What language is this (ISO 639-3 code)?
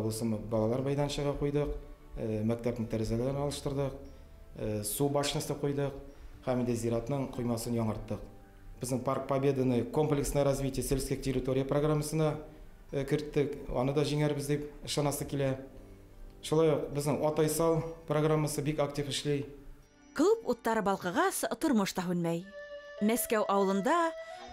bak